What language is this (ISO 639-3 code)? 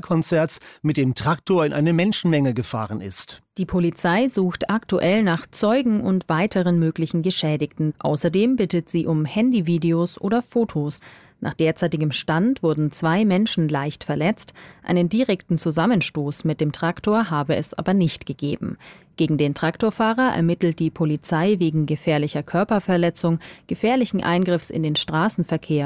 deu